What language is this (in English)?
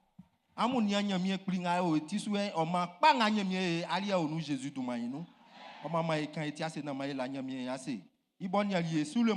Baoulé